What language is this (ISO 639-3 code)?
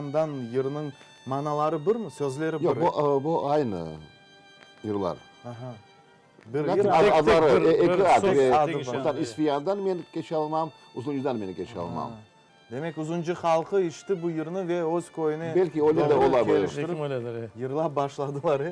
crh